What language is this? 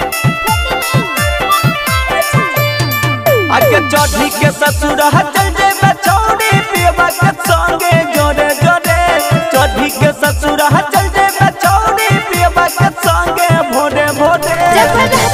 Bhojpuri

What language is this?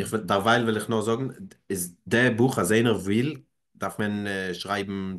Yiddish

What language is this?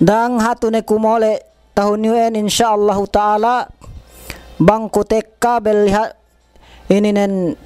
Yakan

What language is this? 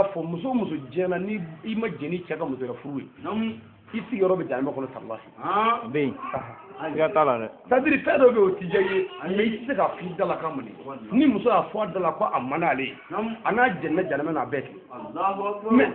Bambara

